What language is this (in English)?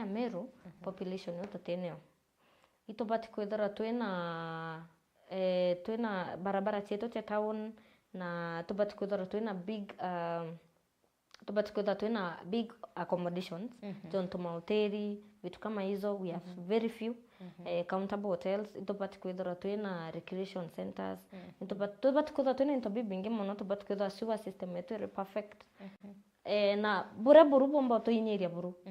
Meru